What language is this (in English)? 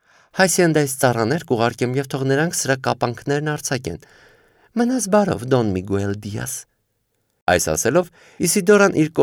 Armenian